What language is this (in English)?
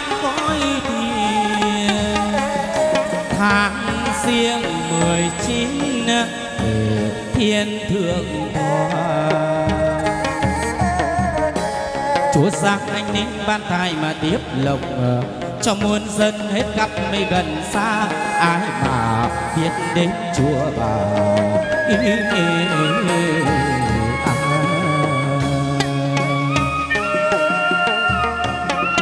Vietnamese